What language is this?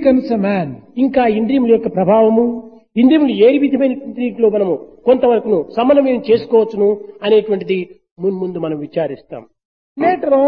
Telugu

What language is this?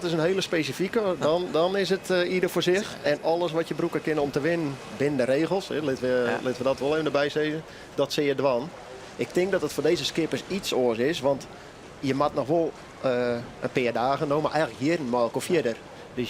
Western Frisian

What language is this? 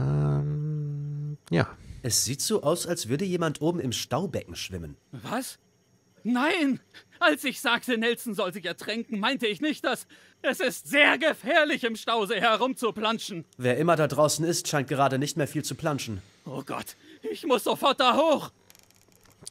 German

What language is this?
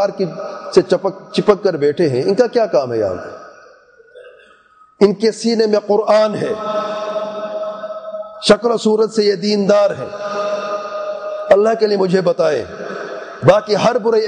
Urdu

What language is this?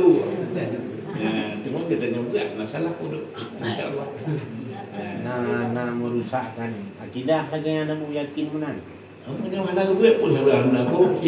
Achinese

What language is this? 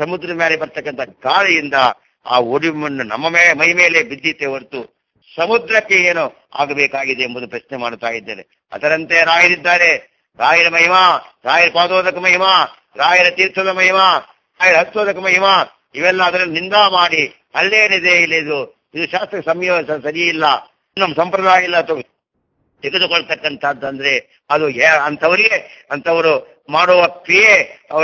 Kannada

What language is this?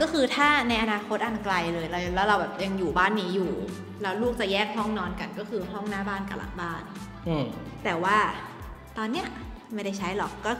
Thai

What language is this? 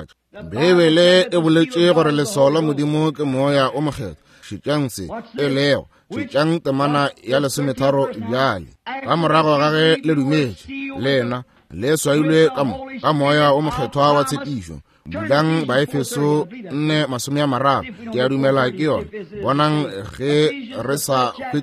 Northern Sotho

